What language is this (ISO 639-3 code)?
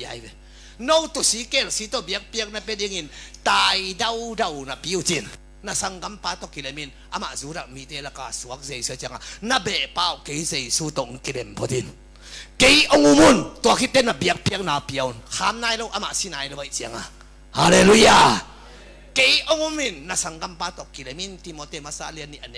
ctd